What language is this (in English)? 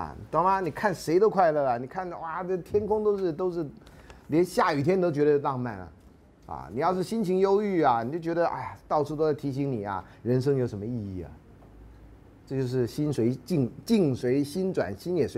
Chinese